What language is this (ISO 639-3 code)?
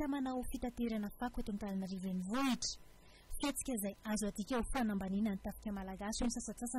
mlg